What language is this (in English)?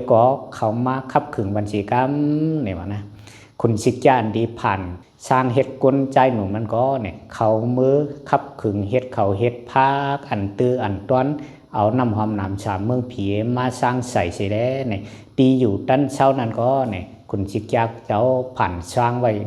Shan